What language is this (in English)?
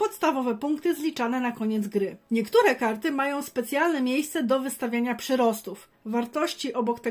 Polish